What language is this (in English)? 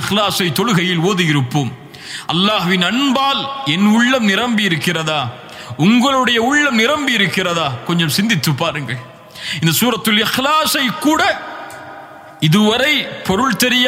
Tamil